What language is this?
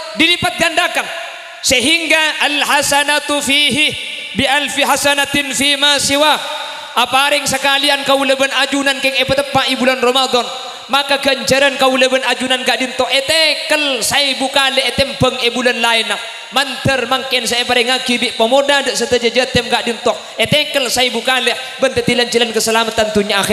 Madurese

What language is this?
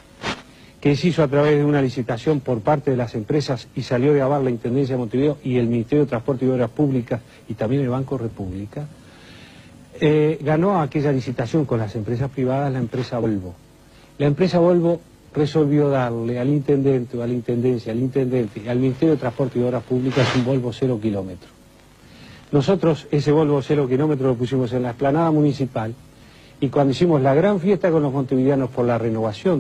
Spanish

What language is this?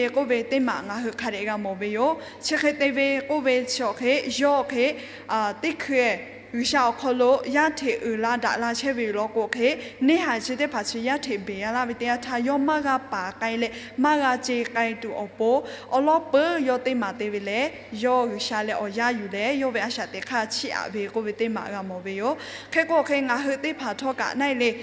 Lahu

